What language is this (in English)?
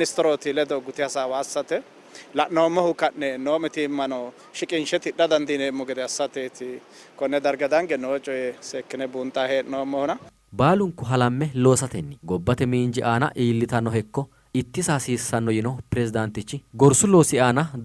Sidamo